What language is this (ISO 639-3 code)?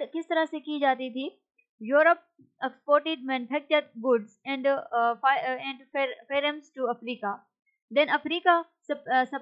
urd